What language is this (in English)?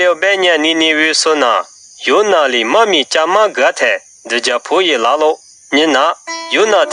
Lisu